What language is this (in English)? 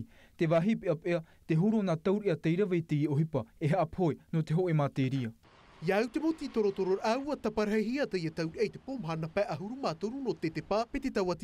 Tahitian